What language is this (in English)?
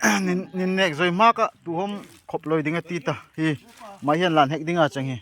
Darlong